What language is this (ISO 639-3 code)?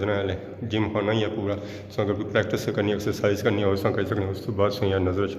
phr